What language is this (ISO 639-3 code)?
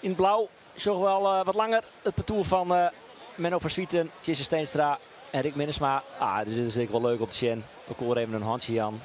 fry